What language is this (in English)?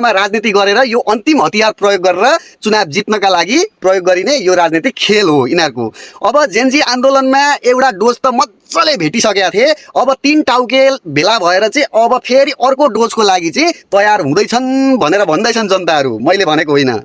Nepali